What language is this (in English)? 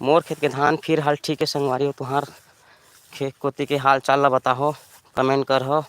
Chhattisgarhi